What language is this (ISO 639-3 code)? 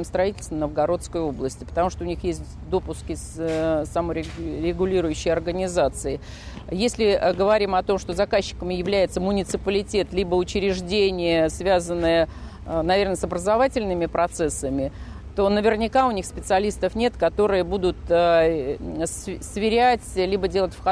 rus